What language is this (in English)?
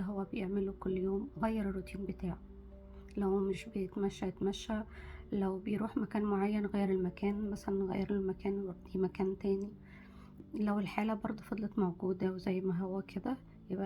Egyptian Arabic